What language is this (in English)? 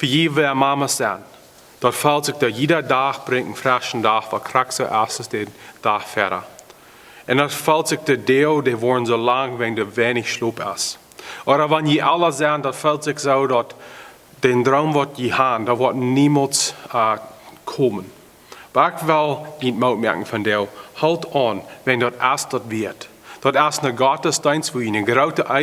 Plautdietsch